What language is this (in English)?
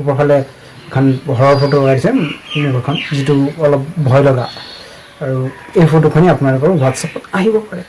Assamese